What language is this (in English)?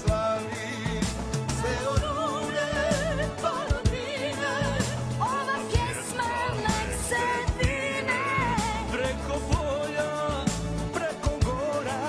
Croatian